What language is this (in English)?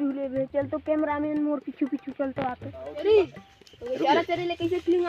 Chhattisgarhi